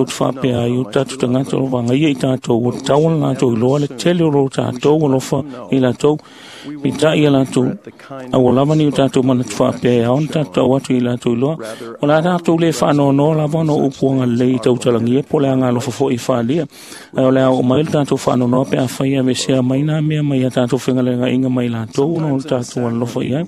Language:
Samoan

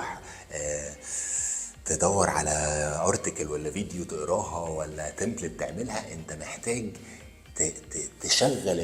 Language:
Egyptian Arabic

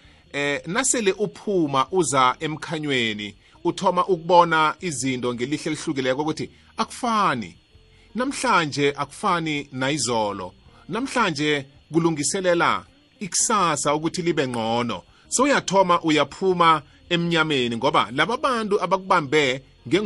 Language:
South Ndebele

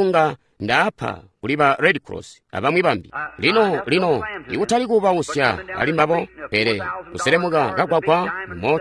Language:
Tonga (Zambia)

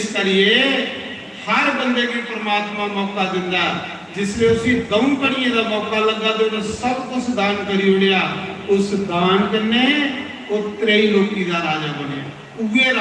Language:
Dogri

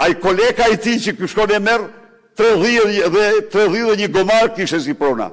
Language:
Albanian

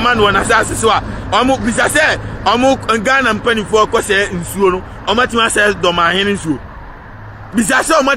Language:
Akan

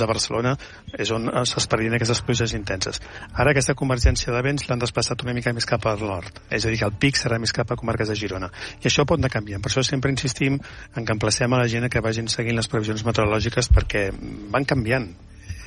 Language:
Catalan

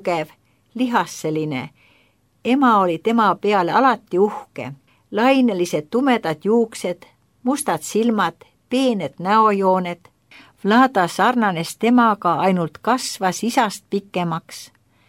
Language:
Estonian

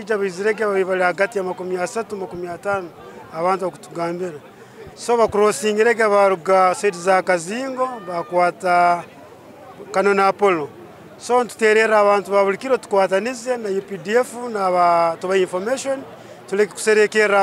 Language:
Nyankole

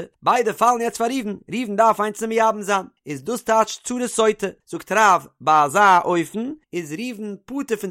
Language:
Yiddish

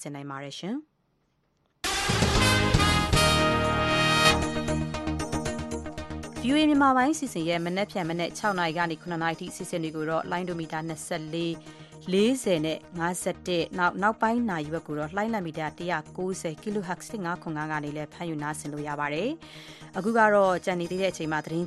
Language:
Burmese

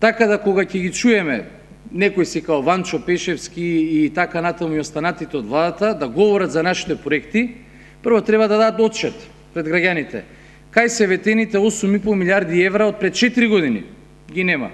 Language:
Macedonian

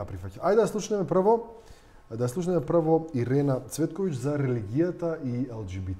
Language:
Macedonian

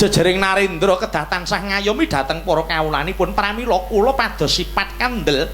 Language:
Javanese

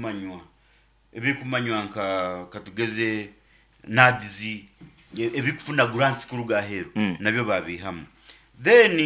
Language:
Nyoro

